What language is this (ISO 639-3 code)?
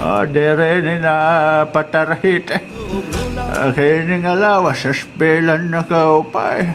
war